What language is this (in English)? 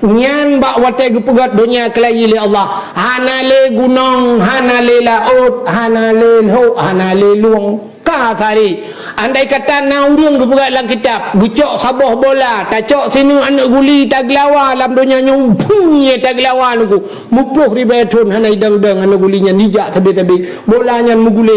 Achinese